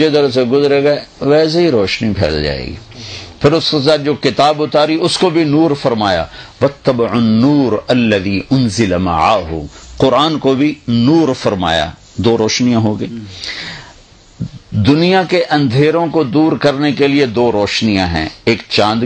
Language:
Urdu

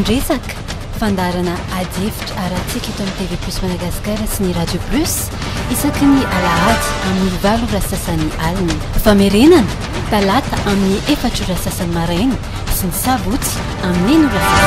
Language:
Malagasy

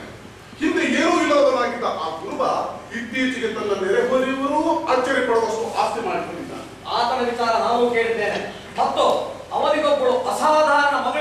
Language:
Kannada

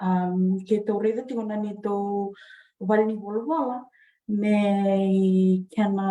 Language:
Fijian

